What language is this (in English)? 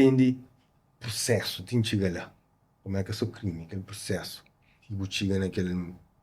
Kabuverdianu